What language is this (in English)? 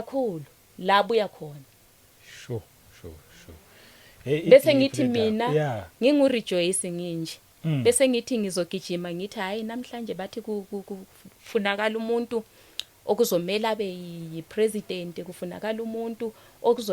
Zulu